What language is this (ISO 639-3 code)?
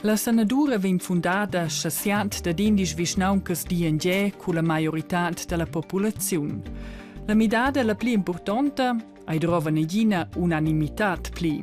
roh